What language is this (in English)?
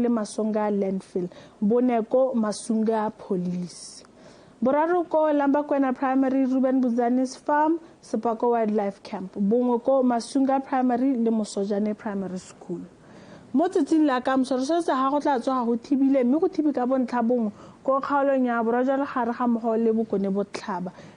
Tswana